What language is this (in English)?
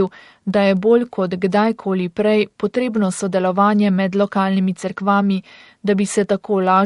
Slovenian